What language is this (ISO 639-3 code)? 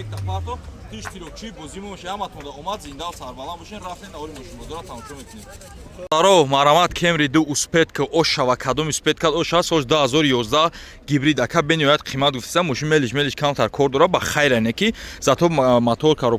tgk